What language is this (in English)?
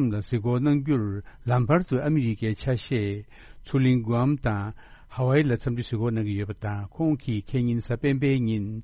Tibetan